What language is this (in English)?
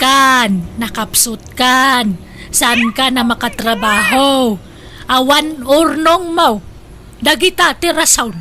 Iloko